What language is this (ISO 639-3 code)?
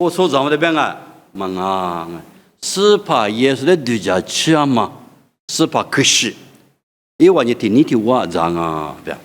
lis